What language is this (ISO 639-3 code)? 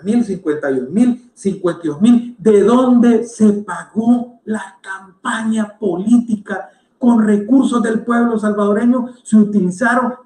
spa